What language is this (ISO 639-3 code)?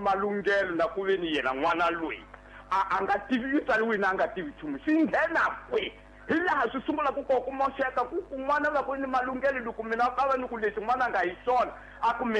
tso